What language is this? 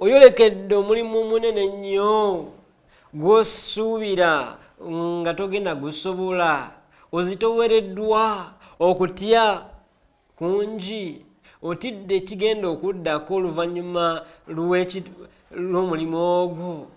Ganda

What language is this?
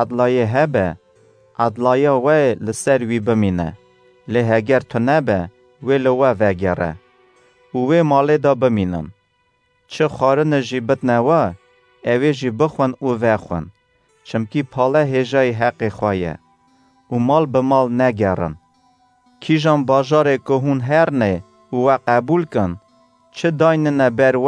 Kurdish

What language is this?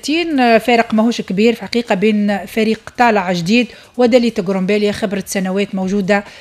Tunisian Arabic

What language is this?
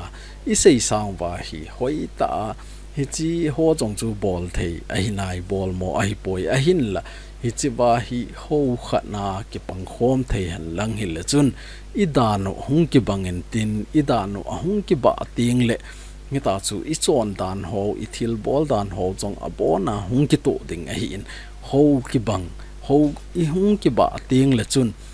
Thado Chin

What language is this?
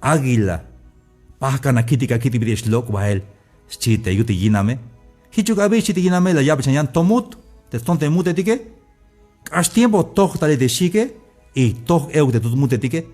Tzeltal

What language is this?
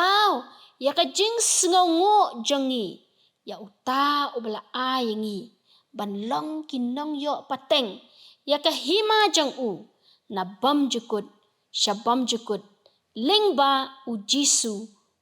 Khasi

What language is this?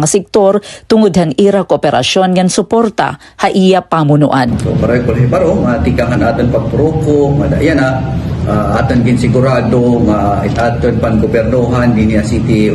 Waray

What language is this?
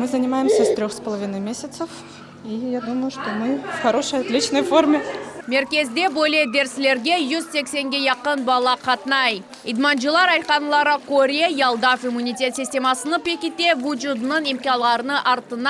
Crimean Tatar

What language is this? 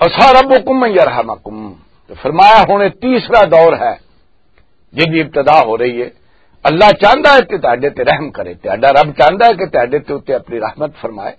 Western Panjabi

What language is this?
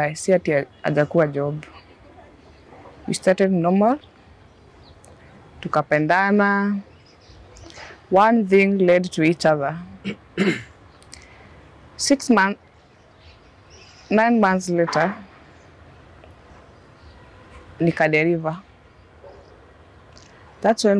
Swahili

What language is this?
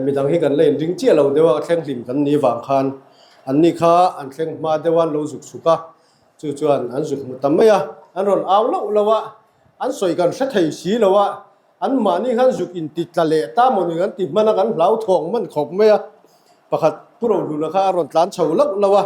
Mizo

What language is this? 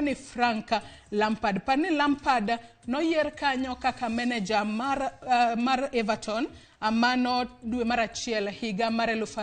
Luo (Kenya and Tanzania)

